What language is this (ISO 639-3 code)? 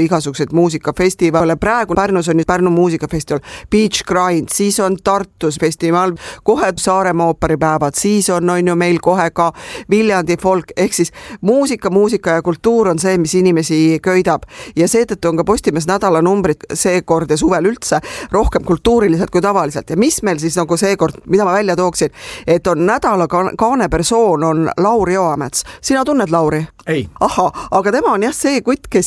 est